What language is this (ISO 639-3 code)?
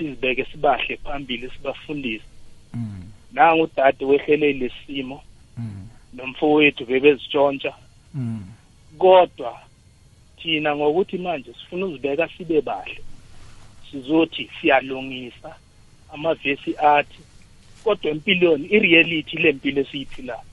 nbl